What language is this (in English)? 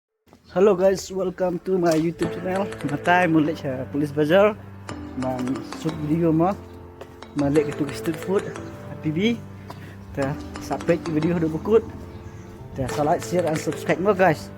Khasi